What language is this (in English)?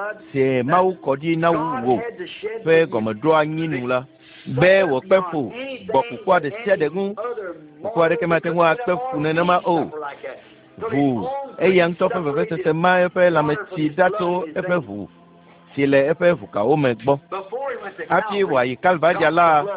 Ewe